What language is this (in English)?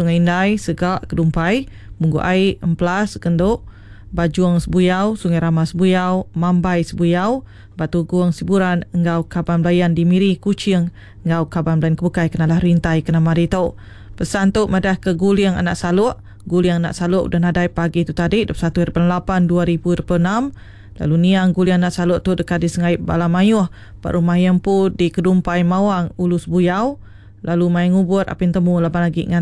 Iban